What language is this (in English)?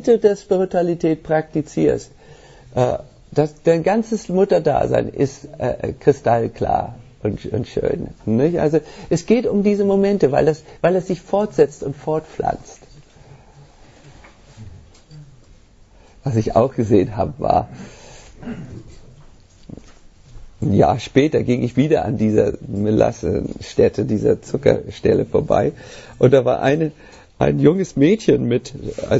German